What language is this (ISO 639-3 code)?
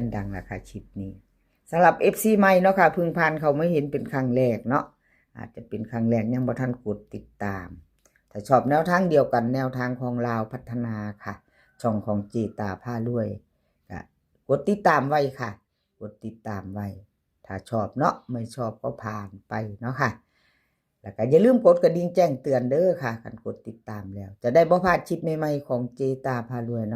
tts